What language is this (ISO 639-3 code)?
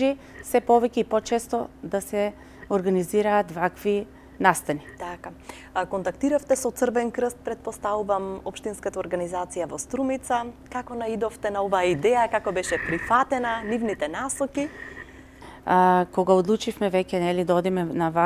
mkd